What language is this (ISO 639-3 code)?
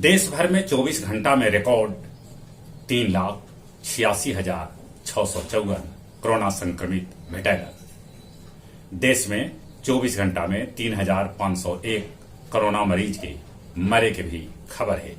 mag